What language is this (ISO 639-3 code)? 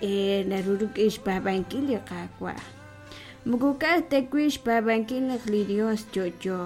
kek